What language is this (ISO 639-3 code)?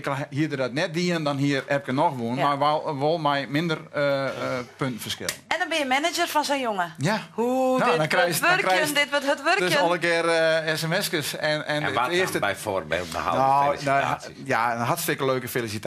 fry